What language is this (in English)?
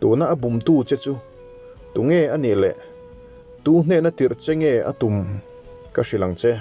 Mizo